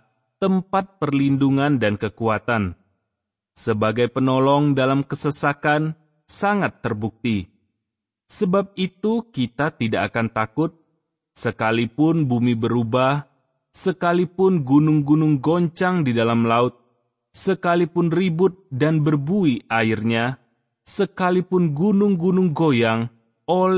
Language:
Indonesian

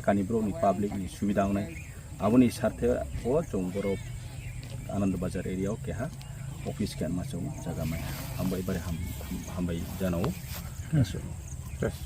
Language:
Kok Borok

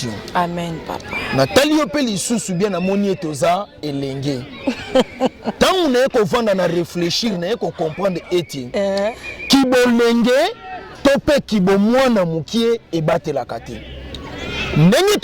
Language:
Lingala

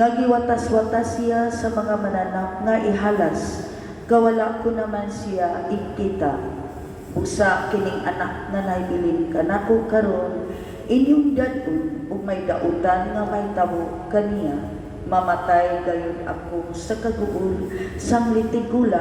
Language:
Cebuano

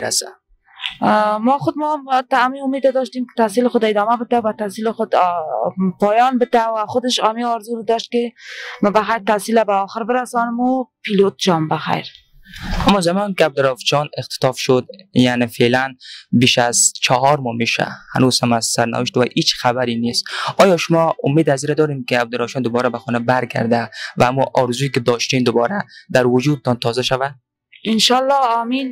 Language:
Persian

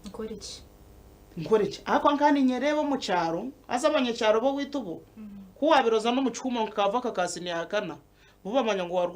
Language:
Nyankole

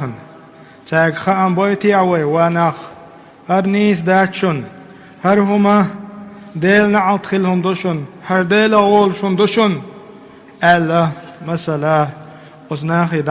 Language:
Chechen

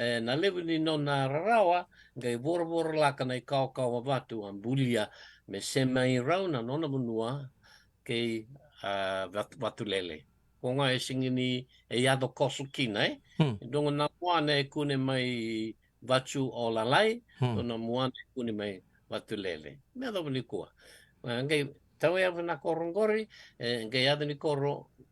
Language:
Fijian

